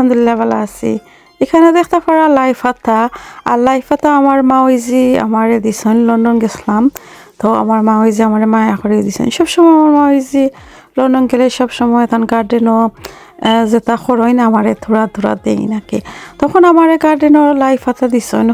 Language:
Sylheti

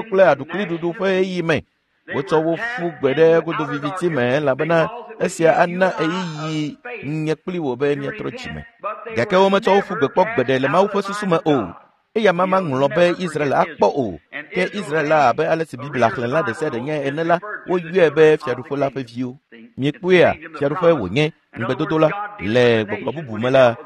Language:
Ewe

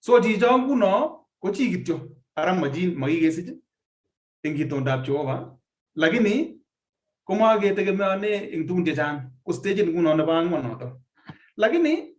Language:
Kalenjin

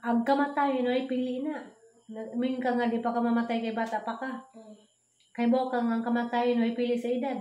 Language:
Cebuano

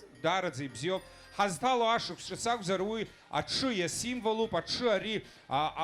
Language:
Abkhazian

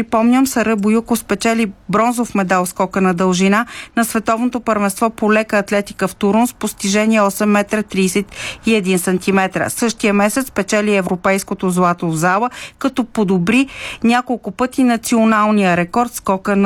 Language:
Bulgarian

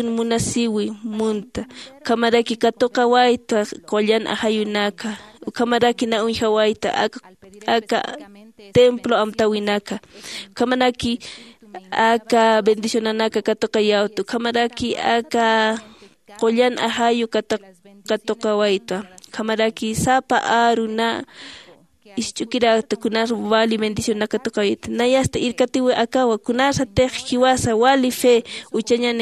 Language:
Aymara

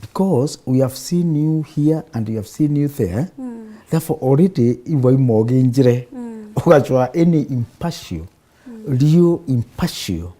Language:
Meru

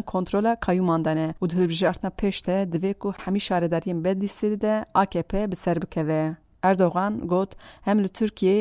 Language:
Kurdish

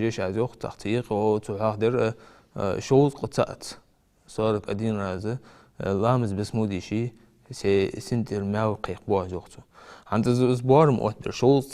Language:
Ingush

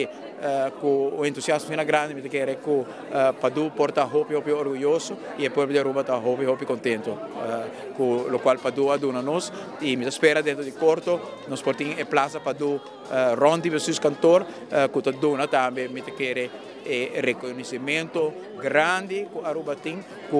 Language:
Papiamento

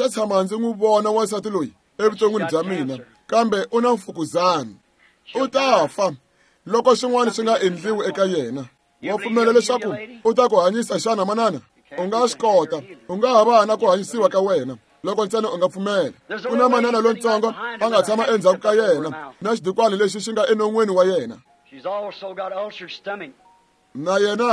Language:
Tsonga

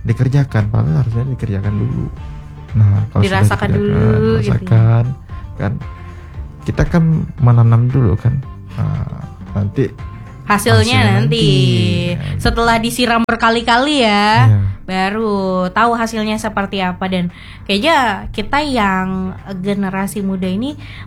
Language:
Indonesian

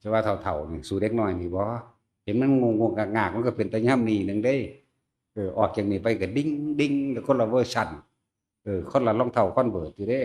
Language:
Northeastern Thai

